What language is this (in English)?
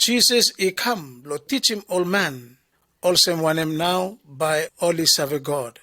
Bislama